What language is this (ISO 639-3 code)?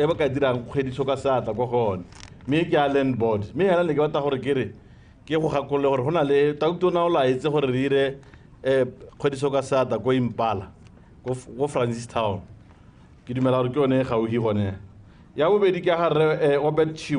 tsn